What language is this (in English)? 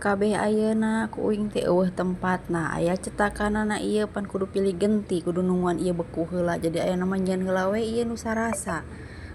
Sundanese